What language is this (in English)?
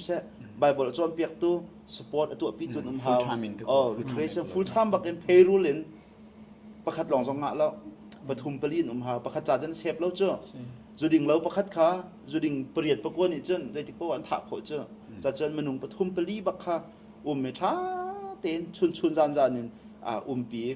Hakha Chin